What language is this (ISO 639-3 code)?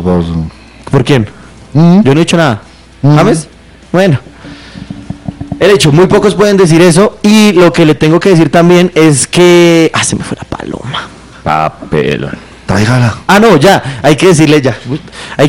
spa